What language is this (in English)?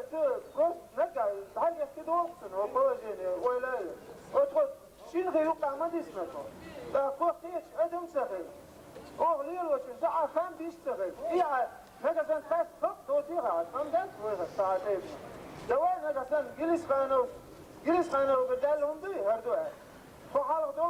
Chechen